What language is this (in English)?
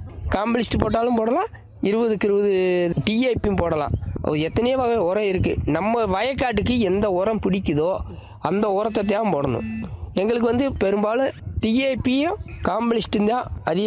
Tamil